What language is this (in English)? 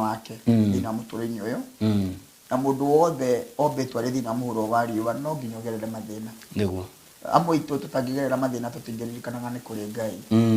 Kikuyu